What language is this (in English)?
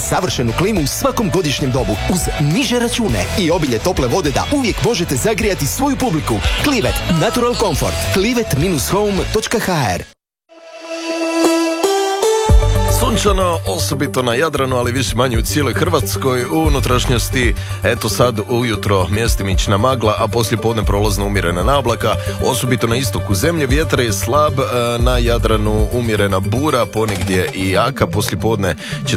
Croatian